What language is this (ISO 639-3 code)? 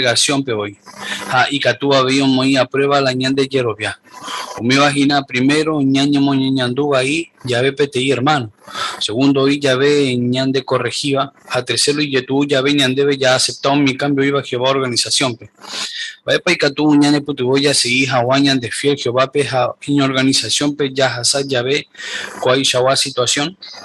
grn